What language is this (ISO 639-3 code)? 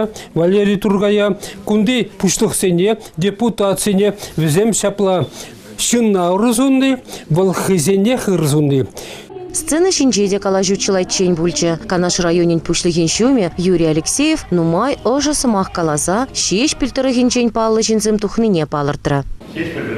chv